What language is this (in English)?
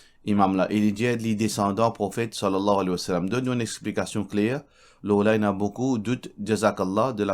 Morisyen